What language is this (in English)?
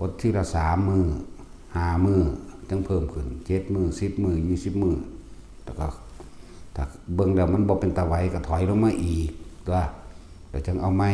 Northeastern Thai